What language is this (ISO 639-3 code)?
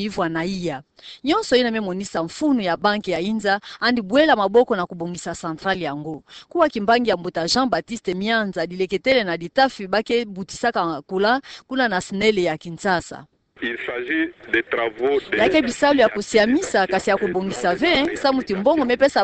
ktu